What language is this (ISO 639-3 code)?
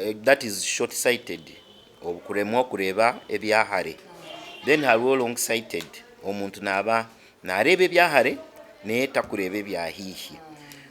nyn